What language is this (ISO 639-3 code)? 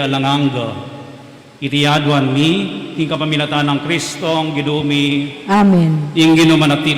pam